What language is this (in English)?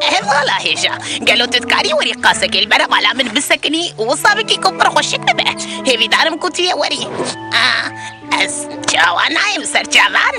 Kurdish